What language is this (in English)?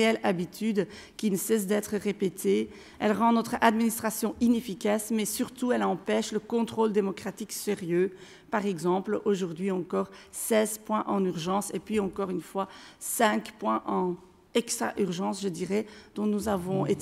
French